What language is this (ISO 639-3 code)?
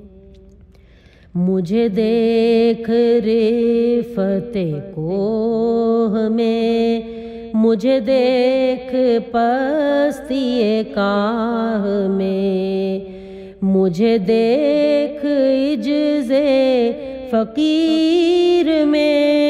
urd